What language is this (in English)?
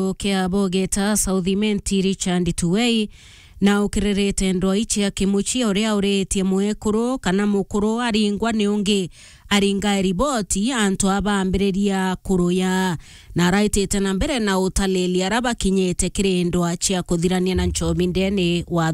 Meru